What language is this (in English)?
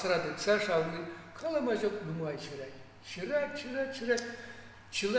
Chuvash